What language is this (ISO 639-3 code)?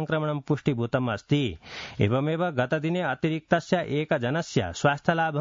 san